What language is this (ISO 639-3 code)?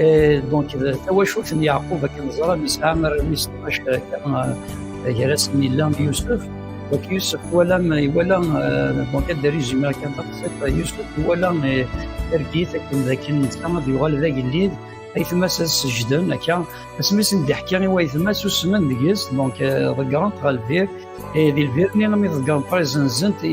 kab